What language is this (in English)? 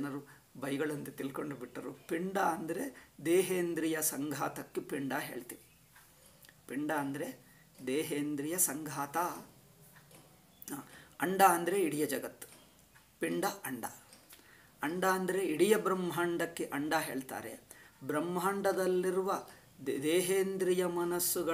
Kannada